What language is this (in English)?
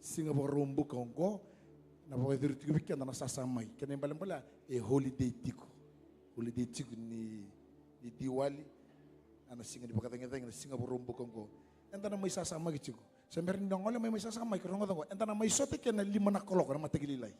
Fijian